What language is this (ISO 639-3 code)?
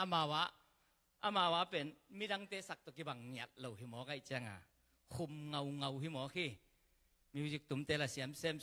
ctd